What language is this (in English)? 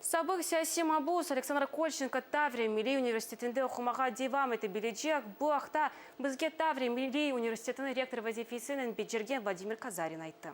Crimean Tatar